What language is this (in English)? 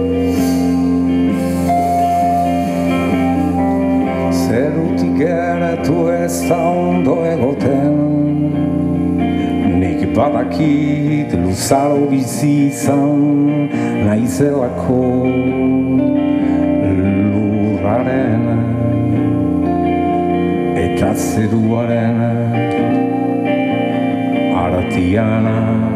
Basque